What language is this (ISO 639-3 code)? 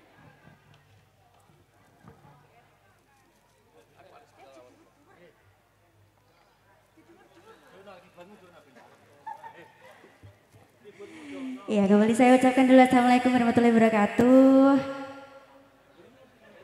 ind